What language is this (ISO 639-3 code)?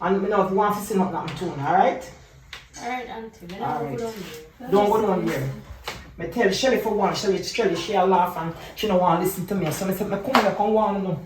jam